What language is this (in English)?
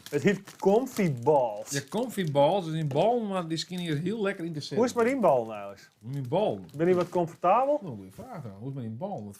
Western Frisian